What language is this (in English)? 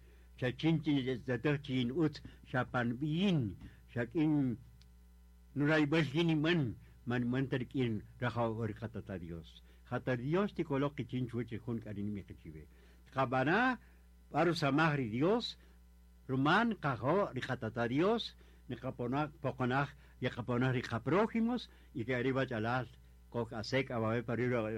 Kaqchikel